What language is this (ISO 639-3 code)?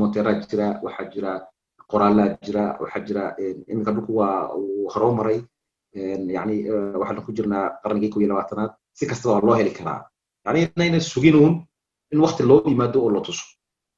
som